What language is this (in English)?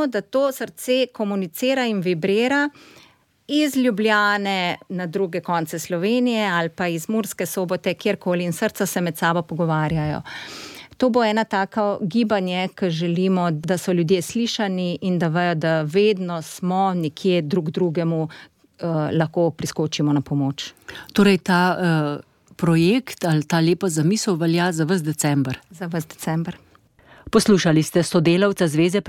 Slovenian